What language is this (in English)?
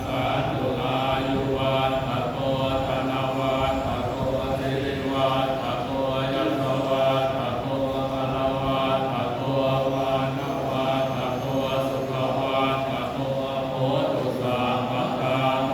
Pali